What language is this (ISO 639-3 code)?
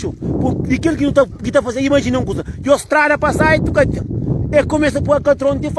kea